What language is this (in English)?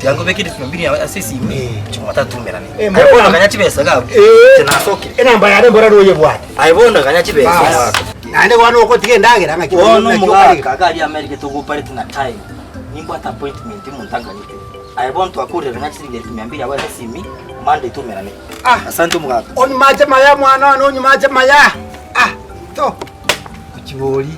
Gusii